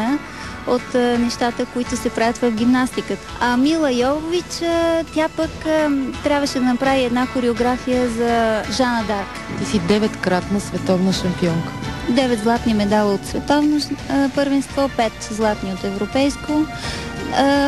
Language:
Bulgarian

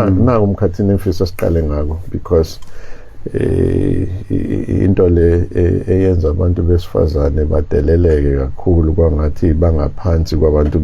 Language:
Zulu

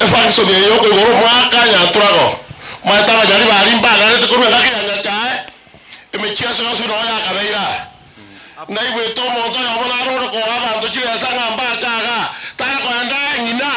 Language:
Gusii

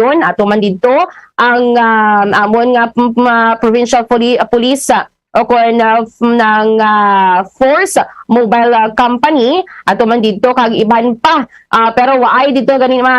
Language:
Hiligaynon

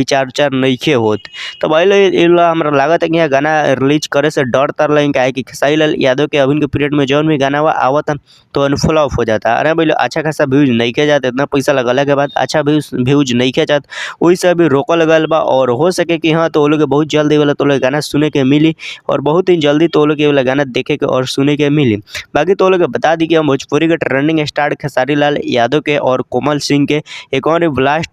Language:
Bhojpuri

